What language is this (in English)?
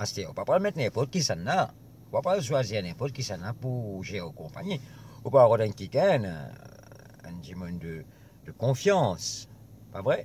Morisyen